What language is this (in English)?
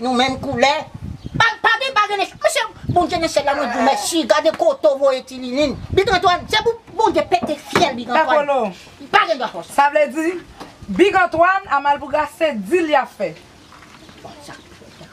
Haitian Creole